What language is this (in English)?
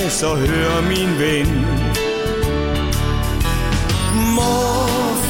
Danish